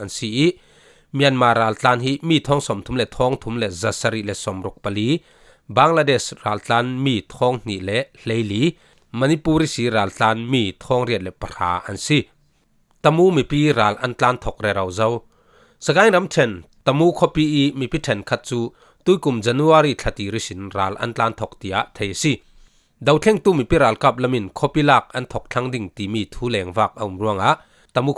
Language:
Falam Chin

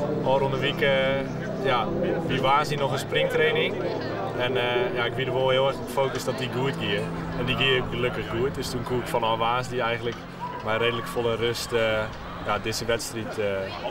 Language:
Western Frisian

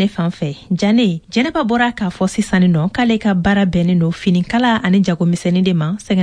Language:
Bambara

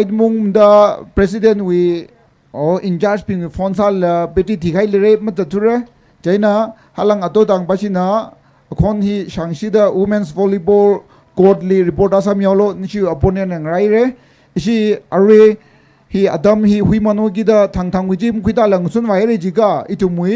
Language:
Tangkhul Naga (India)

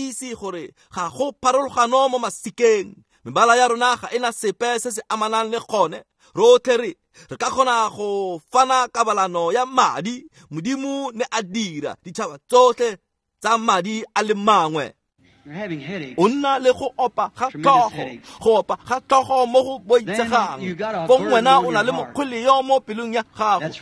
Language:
Tswana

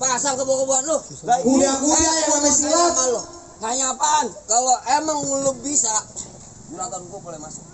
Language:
Betawi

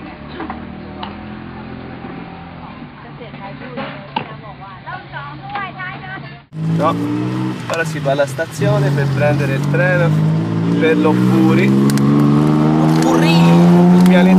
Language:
Italian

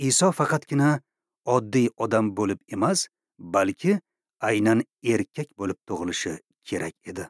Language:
Uzbek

